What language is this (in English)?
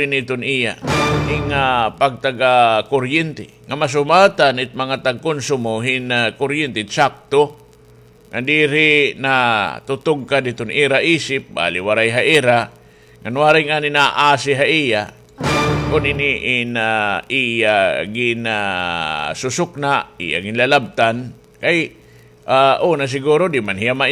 Waray